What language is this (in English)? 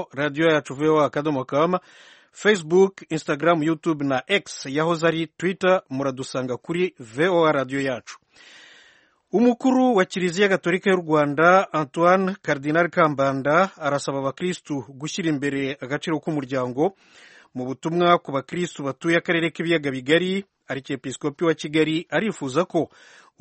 Kinyarwanda